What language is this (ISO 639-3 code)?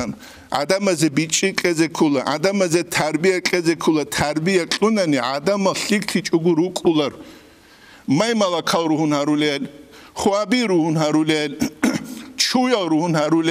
ava